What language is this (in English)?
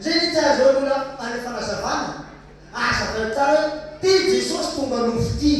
Malagasy